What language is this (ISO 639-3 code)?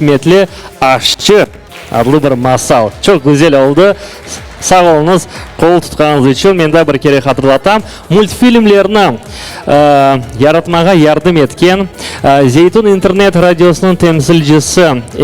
crh